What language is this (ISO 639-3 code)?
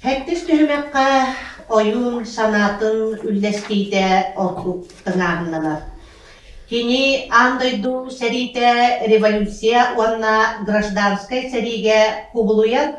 sah